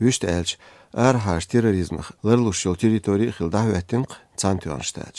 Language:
Chechen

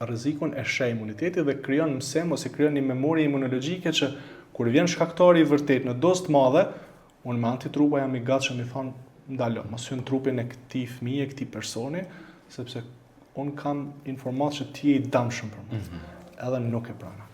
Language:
Albanian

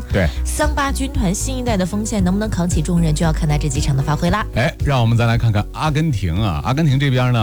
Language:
Chinese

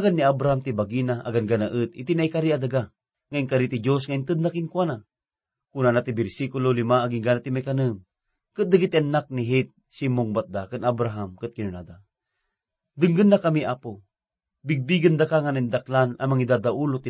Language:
Iloko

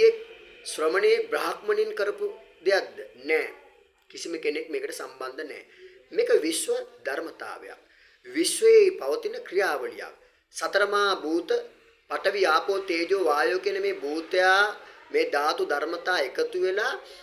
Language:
Sinhala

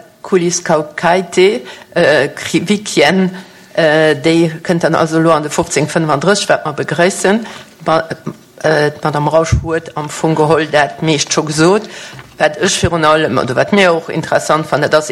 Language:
Luxembourgish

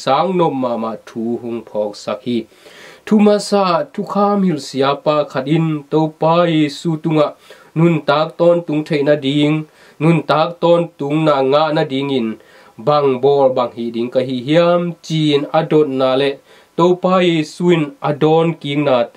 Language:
Tedim Chin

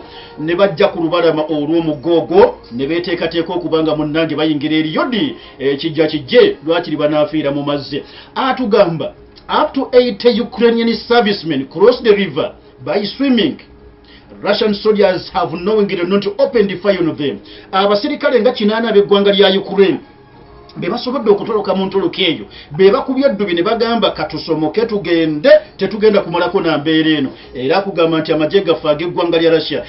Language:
Ganda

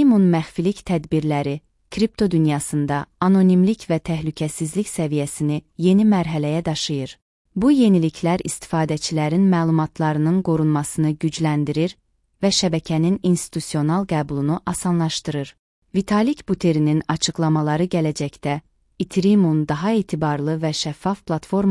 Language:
Azerbaijani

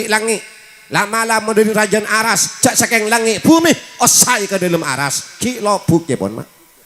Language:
Madurese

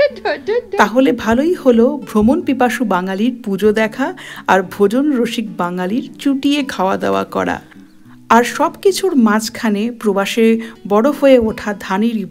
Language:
Bangla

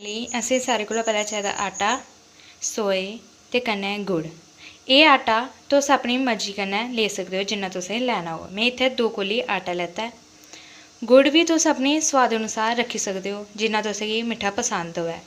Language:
Dogri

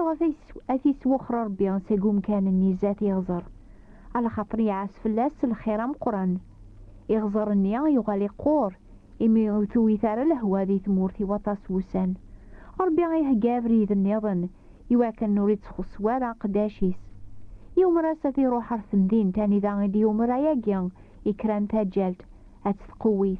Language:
Kabyle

